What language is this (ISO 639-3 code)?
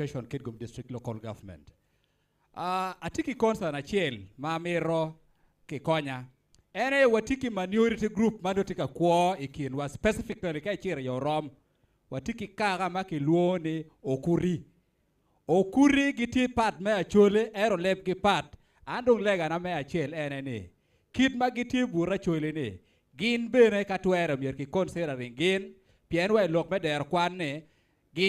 ach